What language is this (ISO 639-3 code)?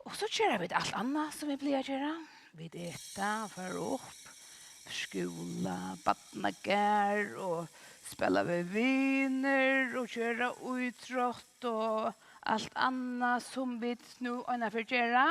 fao